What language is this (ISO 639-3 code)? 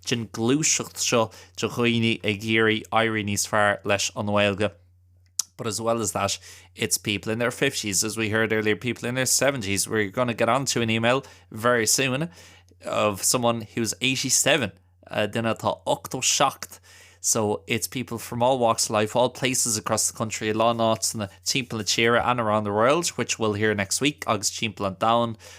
gle